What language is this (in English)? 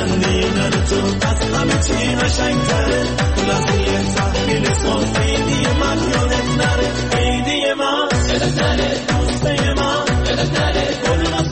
Persian